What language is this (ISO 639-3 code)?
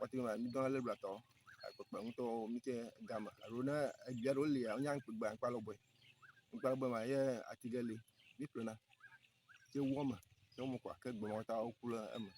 ewe